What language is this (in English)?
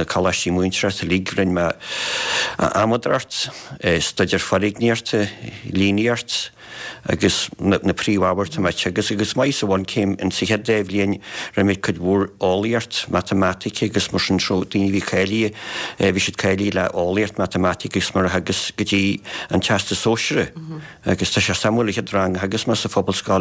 Irish